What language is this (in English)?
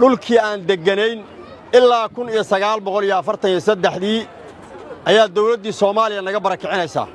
Somali